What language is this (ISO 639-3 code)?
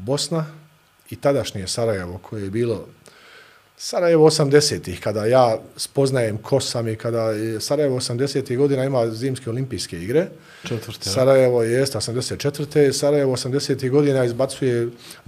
bos